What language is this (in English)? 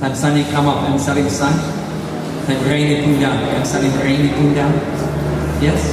Tok Pisin